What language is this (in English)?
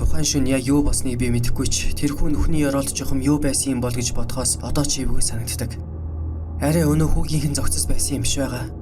Mongolian